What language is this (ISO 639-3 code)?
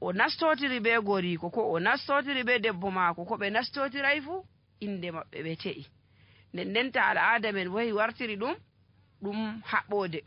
fuv